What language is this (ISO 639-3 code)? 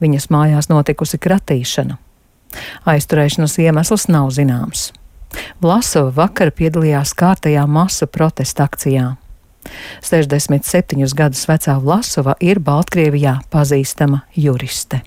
lav